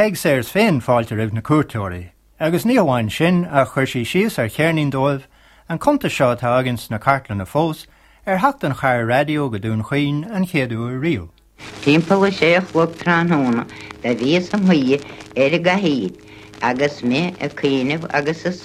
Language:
Irish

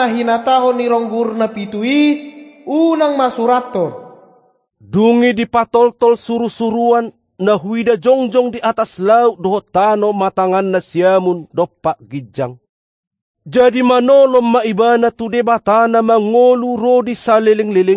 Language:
Batak Toba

